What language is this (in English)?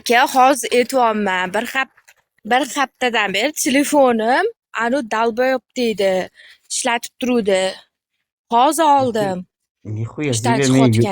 Uzbek